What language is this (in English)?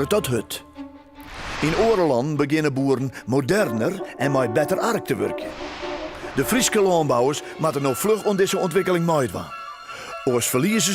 Western Frisian